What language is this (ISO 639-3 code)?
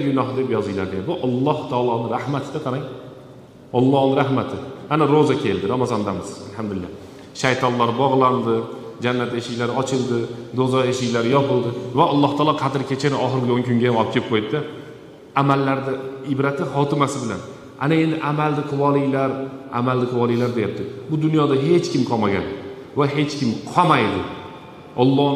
uzb